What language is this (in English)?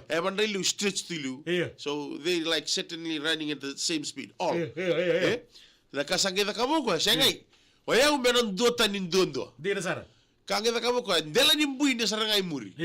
Fijian